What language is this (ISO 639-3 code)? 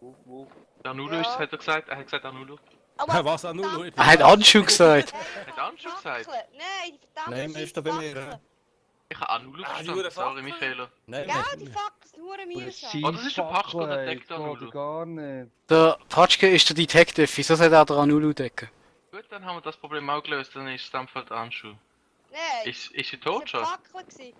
gsw